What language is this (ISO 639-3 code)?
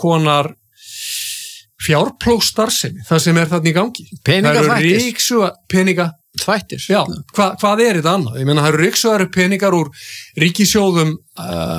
isl